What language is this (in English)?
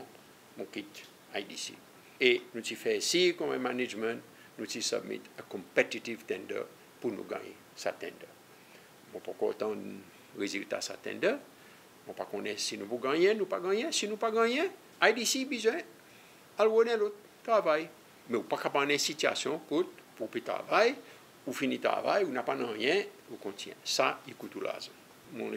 Seselwa Creole French